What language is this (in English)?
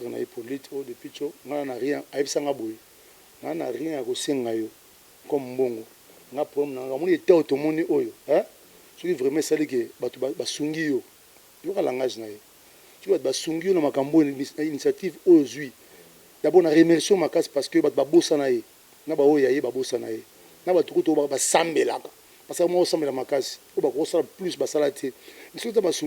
Lingala